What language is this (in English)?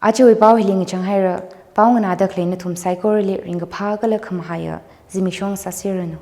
Tangkhul Naga (India)